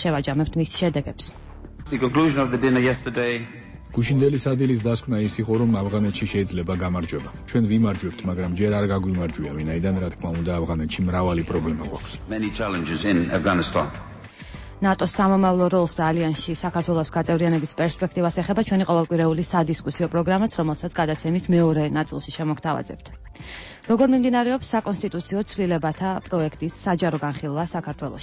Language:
Georgian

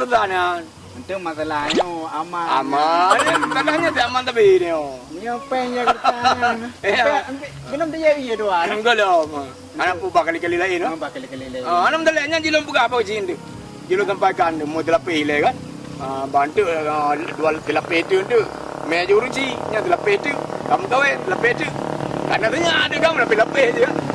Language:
Achinese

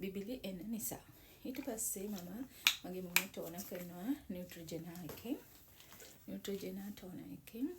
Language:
Sinhala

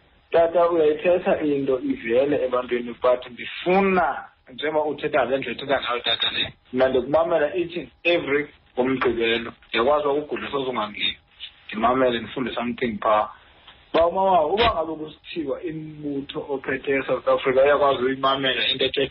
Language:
Xhosa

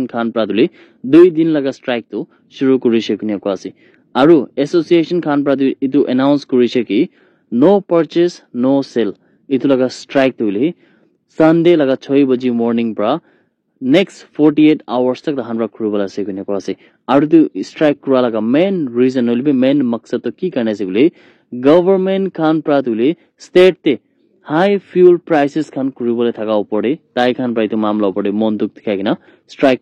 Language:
Naga Pidgin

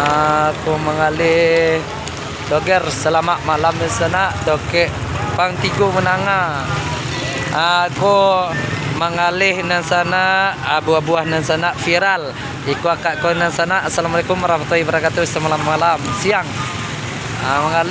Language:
Minangkabau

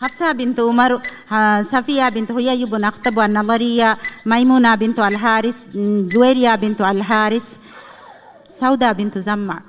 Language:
Divehi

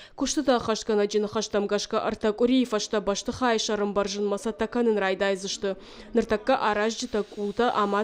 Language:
Ossetic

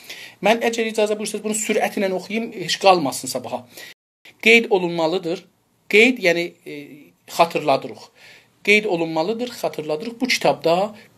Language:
South Azerbaijani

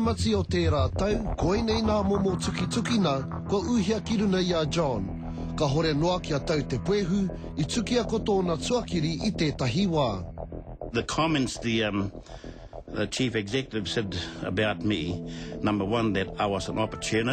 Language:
Māori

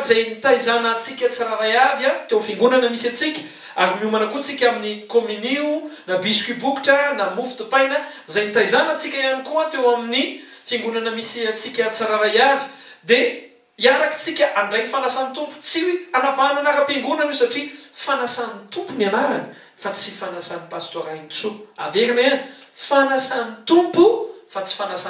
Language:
Malagasy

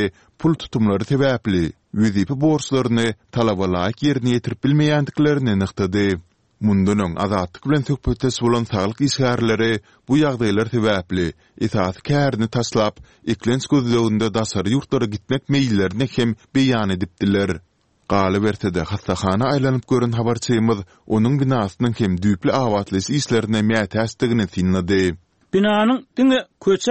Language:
Turkmen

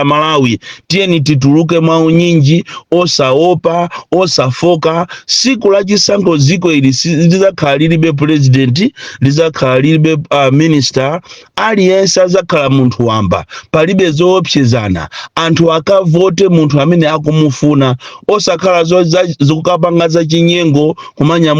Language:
Nyanja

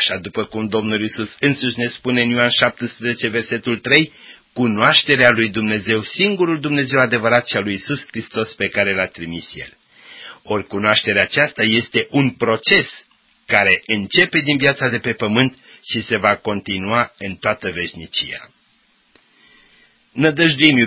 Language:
Romanian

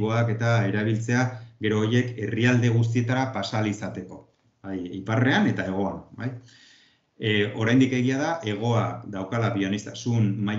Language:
Basque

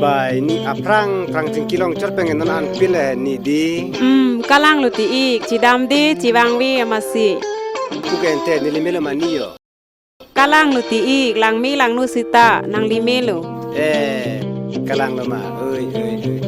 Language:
Karbi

